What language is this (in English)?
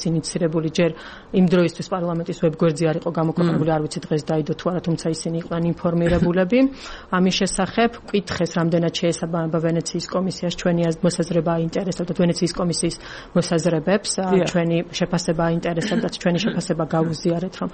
Georgian